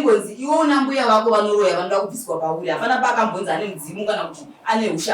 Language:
Shona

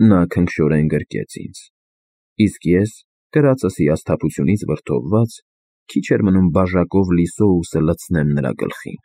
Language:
Armenian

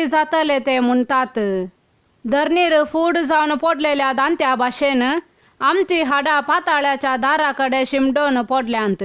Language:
Konkani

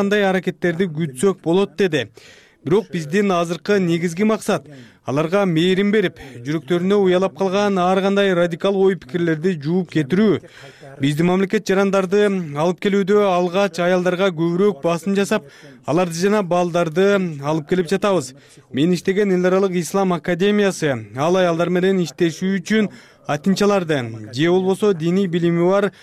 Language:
Kyrgyz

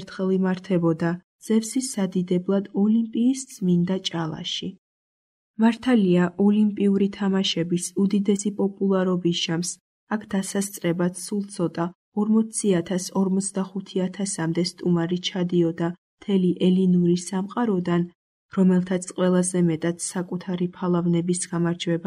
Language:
Georgian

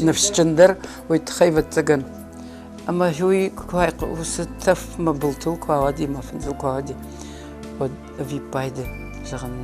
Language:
Ossetic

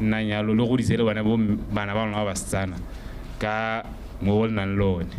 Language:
Tswana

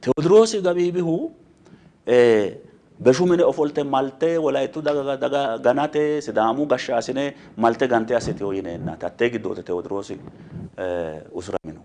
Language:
Sidamo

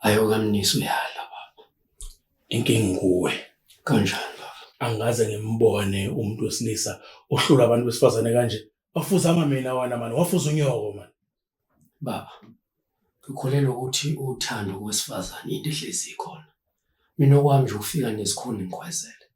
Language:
Zulu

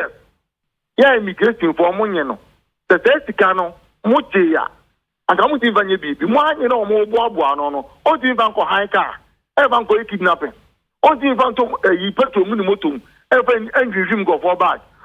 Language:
Akan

